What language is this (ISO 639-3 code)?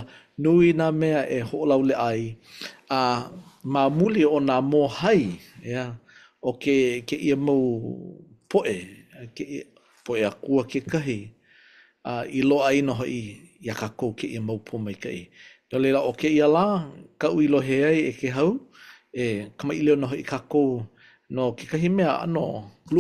haw